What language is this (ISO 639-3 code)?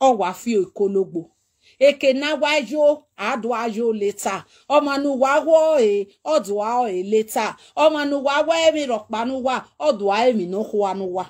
pcm